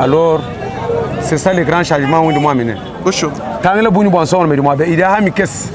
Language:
Luba-Lulua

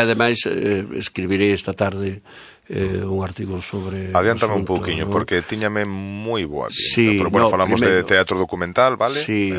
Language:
Galician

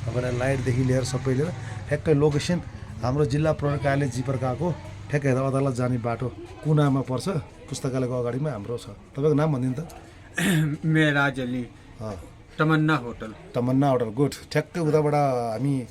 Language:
Nepali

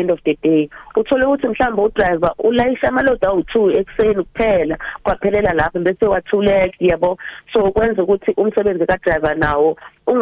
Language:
South Ndebele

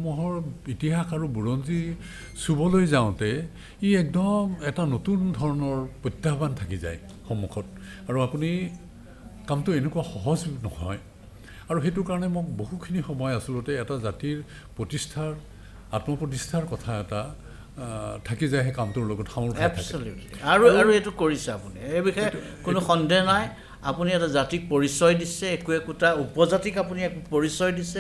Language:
Assamese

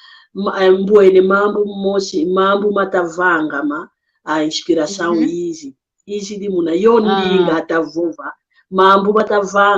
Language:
San Salvador Kongo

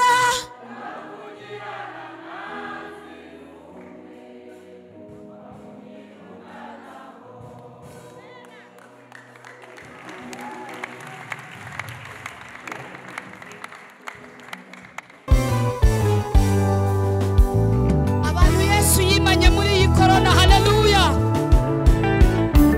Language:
Kinyarwanda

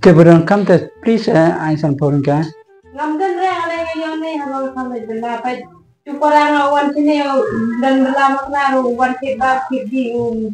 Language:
Khasi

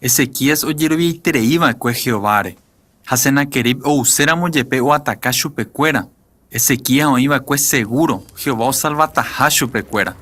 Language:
Guarani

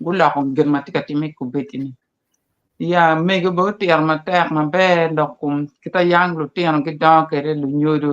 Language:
Acoli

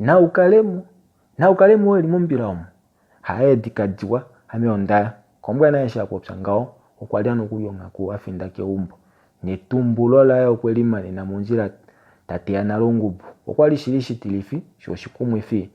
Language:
Kuanyama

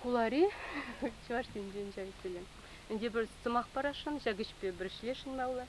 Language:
Chuvash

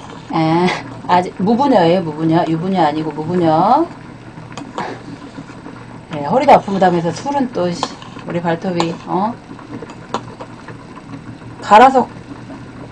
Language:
Korean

